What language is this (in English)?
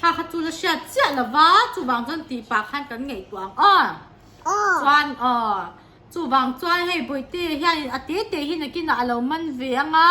Mizo